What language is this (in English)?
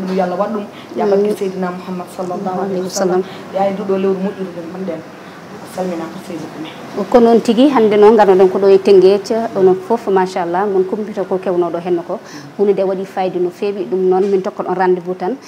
Fula